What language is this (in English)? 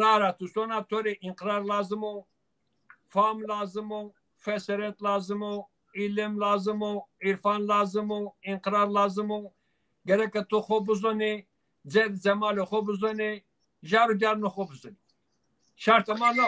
Zaza